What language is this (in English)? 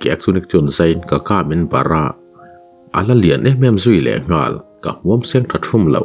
Mizo